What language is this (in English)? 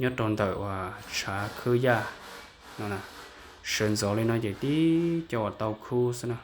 Hmong